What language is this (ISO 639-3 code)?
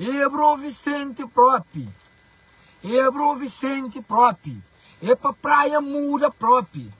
kea